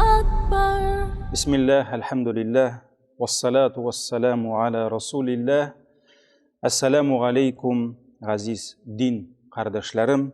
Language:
Tatar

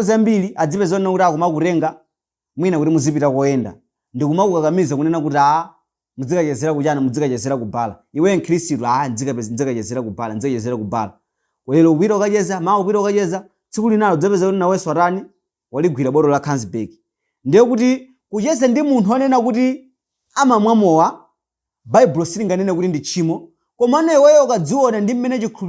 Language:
Nyanja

